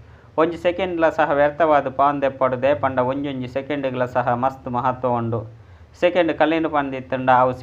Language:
Tulu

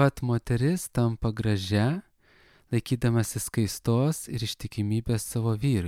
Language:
Lithuanian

